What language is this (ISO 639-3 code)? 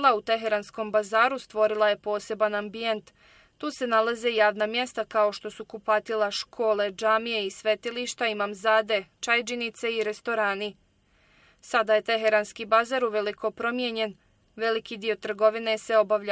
bos